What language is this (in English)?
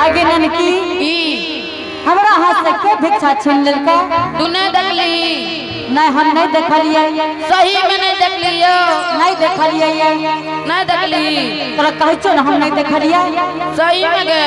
Angika